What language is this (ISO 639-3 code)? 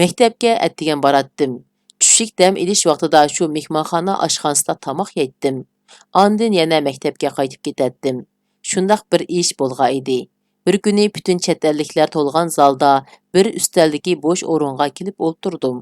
uig